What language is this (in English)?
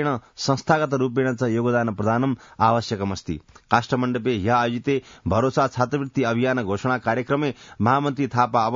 Sanskrit